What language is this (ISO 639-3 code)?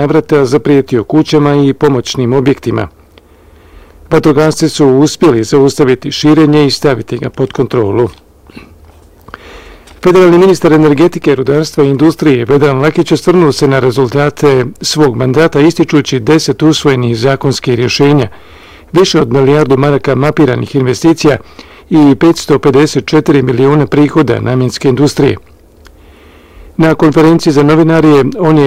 bos